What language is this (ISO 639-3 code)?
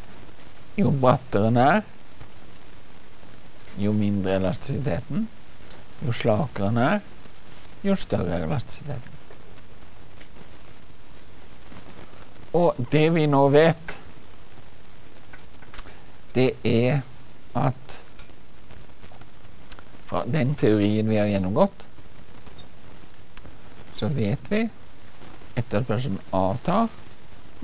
nor